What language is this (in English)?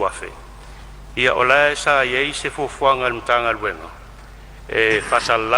Samoan